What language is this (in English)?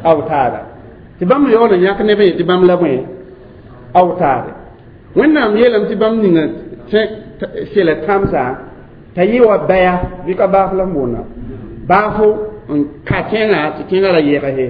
Mossi